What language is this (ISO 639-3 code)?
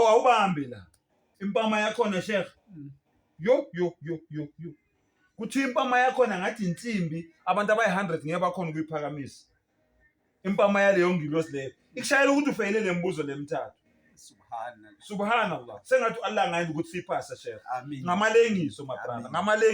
zul